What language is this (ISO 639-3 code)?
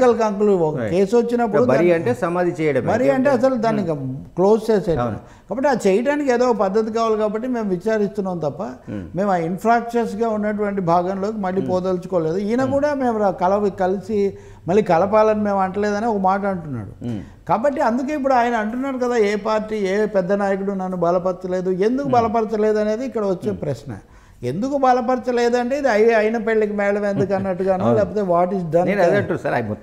tel